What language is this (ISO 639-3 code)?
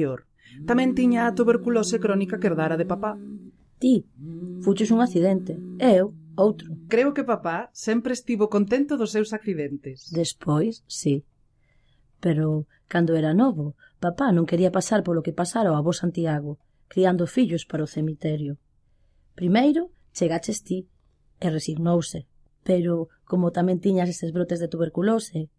glg